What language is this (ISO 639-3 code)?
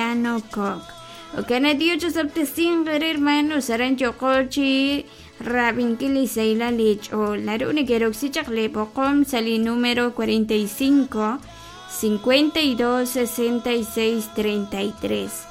kek